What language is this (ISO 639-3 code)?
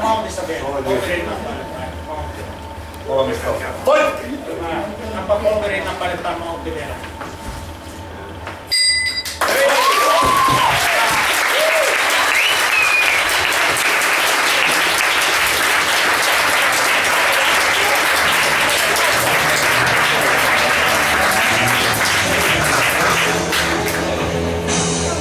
fin